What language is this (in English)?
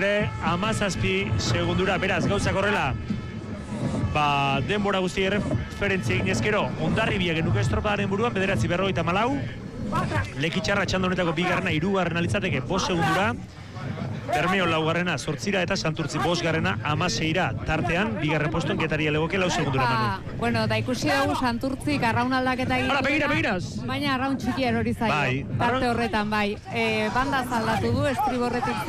Basque